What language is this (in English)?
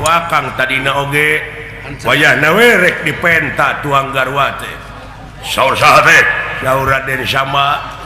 Sundanese